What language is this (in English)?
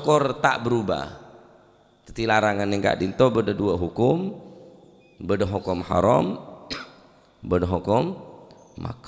Madurese